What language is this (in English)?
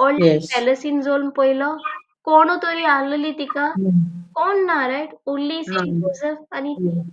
Konkani